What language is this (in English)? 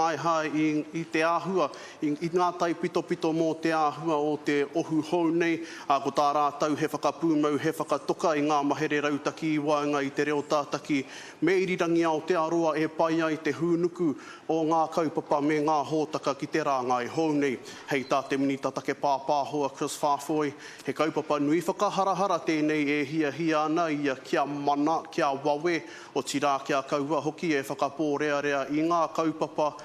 Māori